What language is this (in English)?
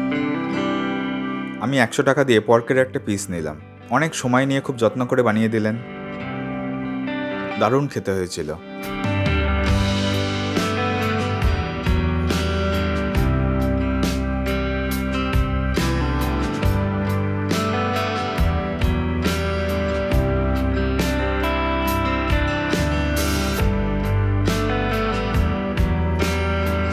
Bangla